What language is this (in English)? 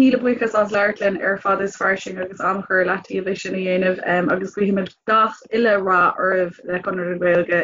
Irish